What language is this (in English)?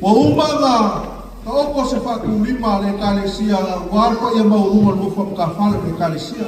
Samoan